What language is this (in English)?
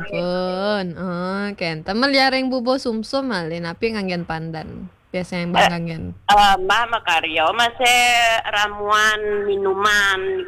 Balinese